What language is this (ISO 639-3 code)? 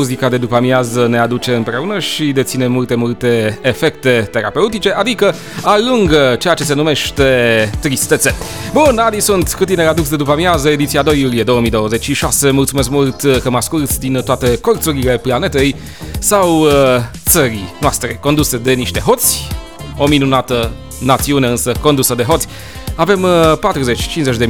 ron